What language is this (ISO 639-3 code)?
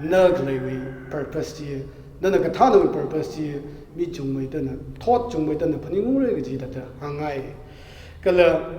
nmf